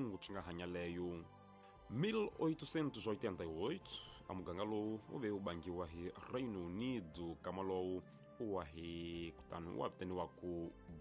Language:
Tsonga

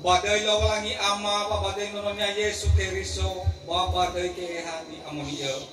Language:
Nias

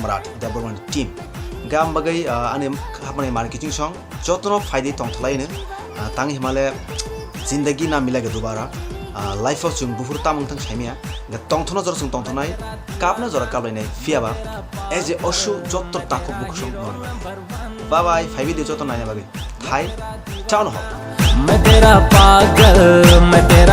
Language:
Kok Borok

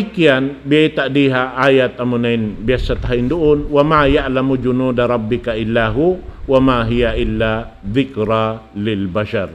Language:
Tausug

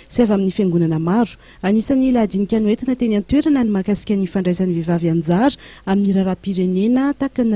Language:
Malagasy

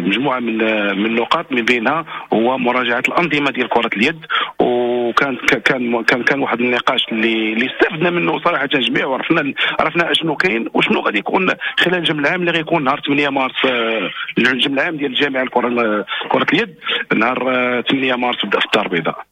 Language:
Moroccan Arabic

